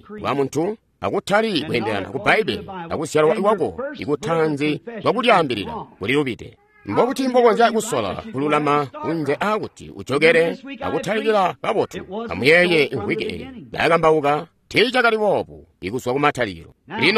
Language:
Tonga (Zambia)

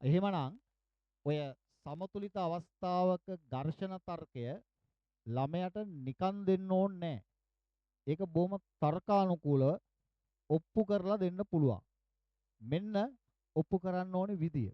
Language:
Sinhala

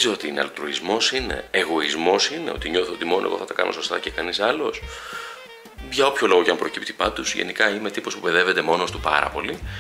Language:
Greek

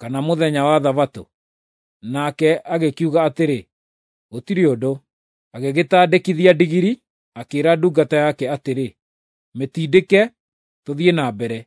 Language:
Kikuyu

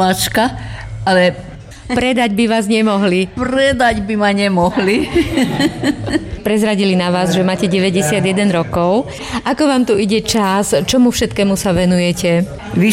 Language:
Slovak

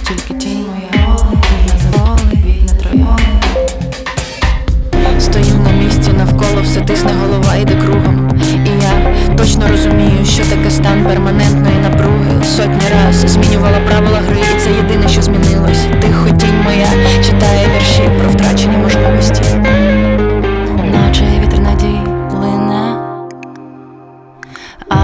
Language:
Ukrainian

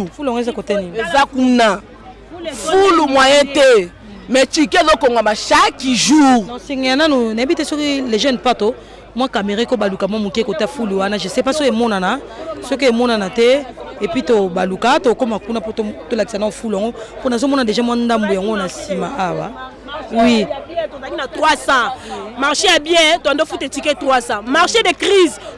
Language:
Lingala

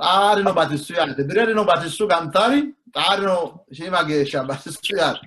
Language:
Sidamo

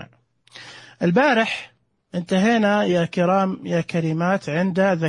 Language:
Najdi Arabic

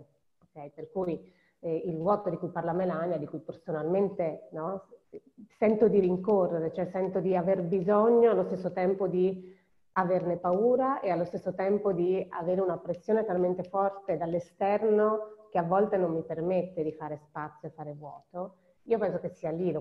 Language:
Italian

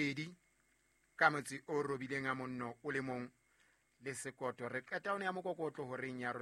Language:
Southern Sotho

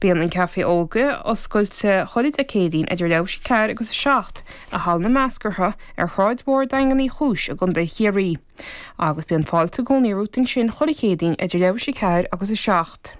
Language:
Irish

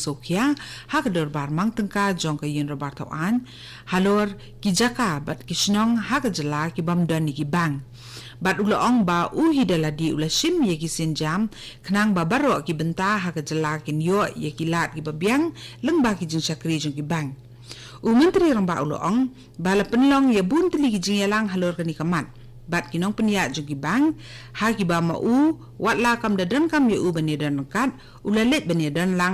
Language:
Khasi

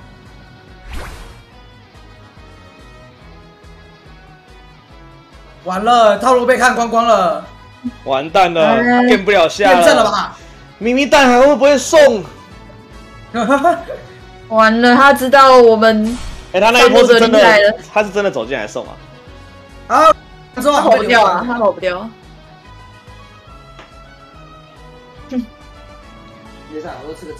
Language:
Chinese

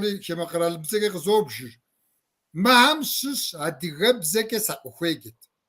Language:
Kabardian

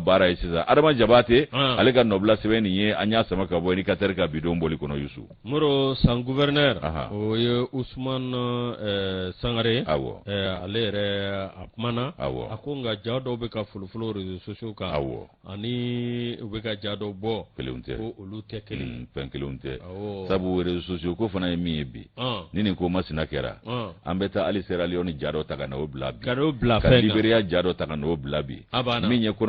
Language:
Bambara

